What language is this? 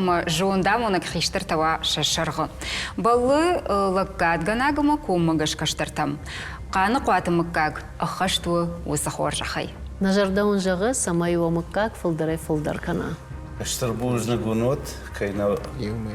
Ossetic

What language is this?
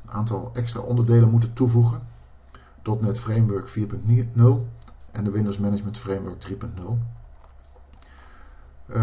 Dutch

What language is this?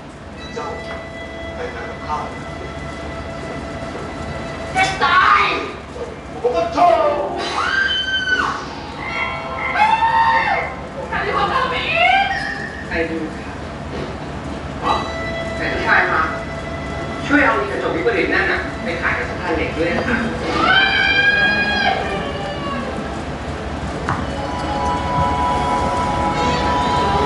Thai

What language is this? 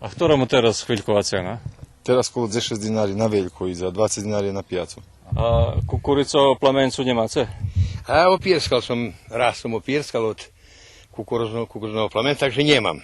Rusyn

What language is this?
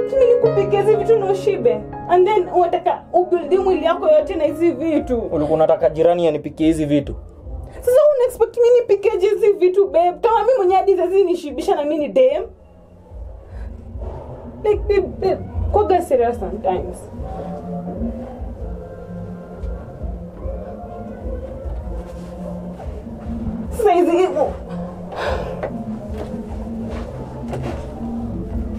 Swahili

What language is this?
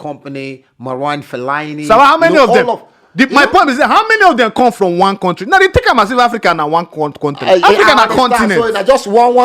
Nigerian Pidgin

